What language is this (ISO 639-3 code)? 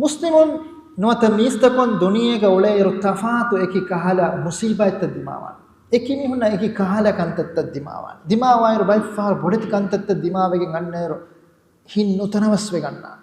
div